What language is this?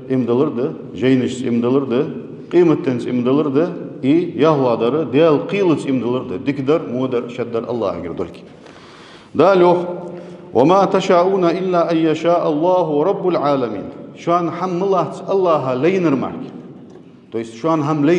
Ingush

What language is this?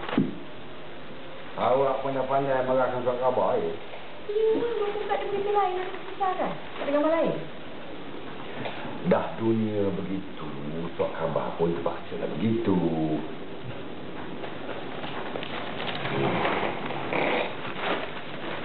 Malay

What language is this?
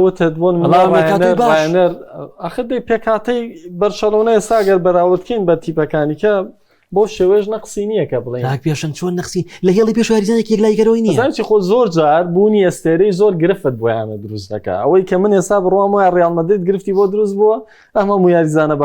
Central Kurdish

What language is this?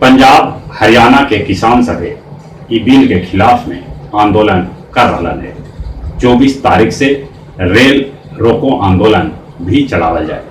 Magahi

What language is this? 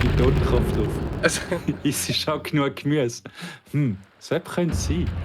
Swiss German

